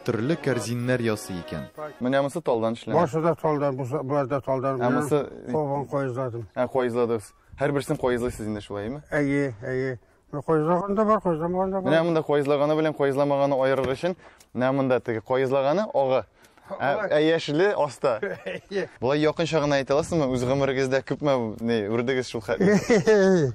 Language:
Tatar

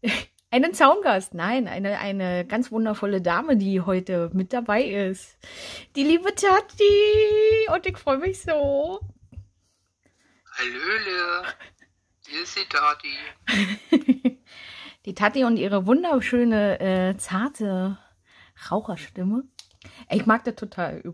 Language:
German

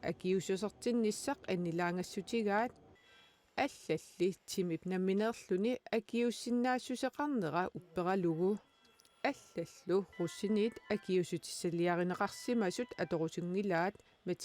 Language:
Kalaallisut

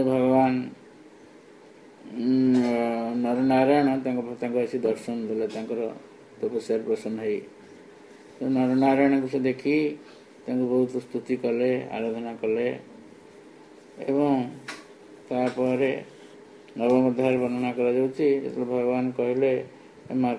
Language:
Odia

